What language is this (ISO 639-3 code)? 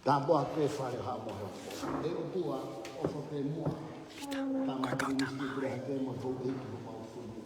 ton